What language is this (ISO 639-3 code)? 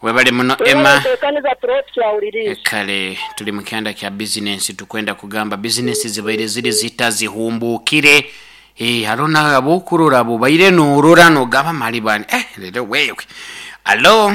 nyo